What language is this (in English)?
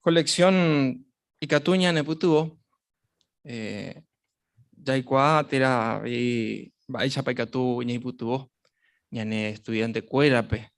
Guarani